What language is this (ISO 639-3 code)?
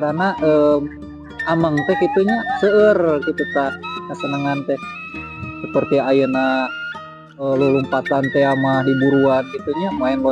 sun